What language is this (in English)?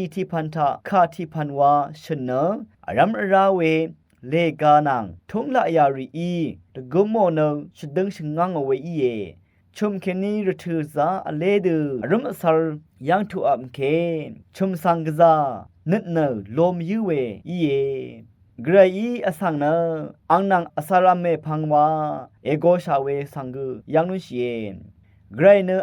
Rawang